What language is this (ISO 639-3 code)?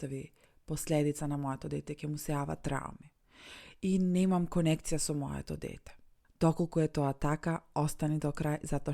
mkd